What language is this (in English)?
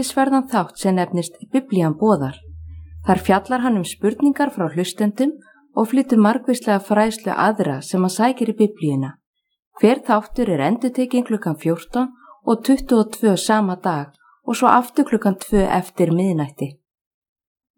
Icelandic